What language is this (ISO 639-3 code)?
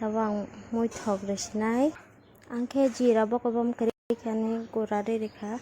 trp